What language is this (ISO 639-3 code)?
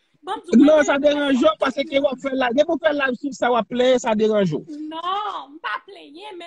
hat